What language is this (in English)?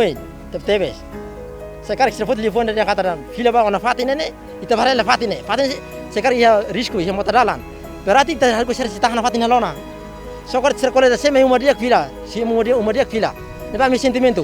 Tetum